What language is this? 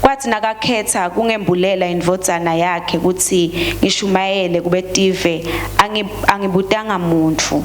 Swati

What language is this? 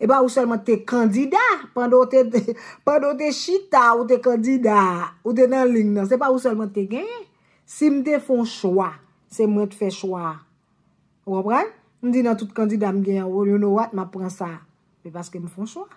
Haitian Creole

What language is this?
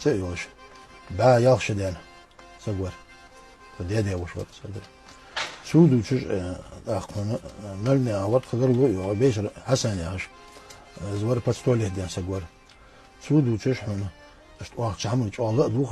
Ingush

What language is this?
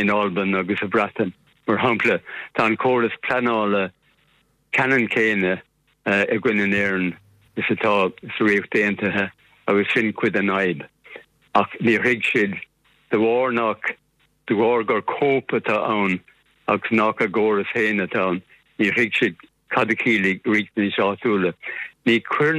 Irish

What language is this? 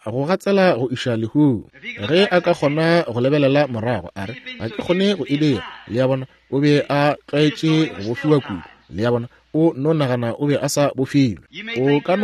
Northern Sotho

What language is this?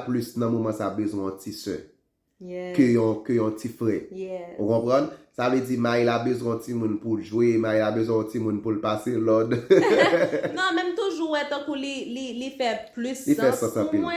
Haitian Creole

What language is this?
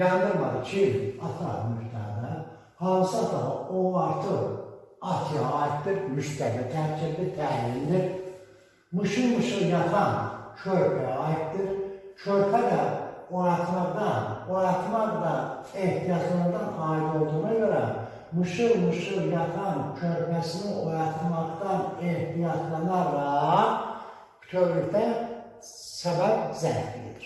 Azerbaijani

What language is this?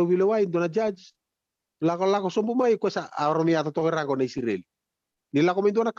Fijian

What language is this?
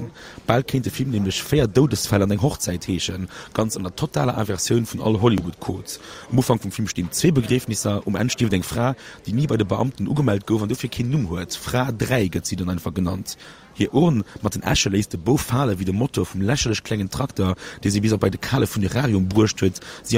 Luxembourgish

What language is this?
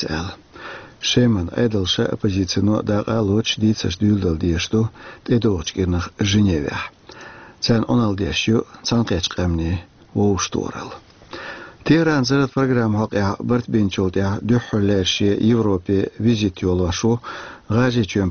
Chechen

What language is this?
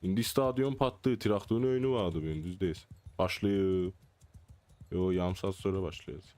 South Azerbaijani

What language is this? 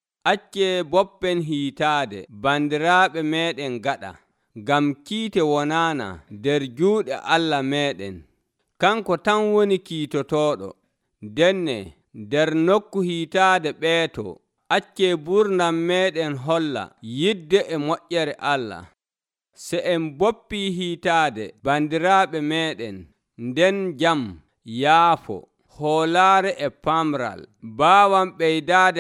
Nigerian Fulfulde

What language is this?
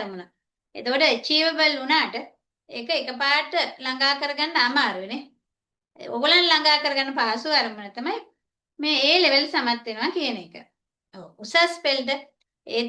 Sinhala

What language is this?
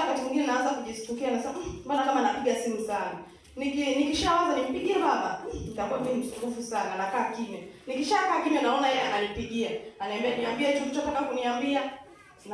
Swahili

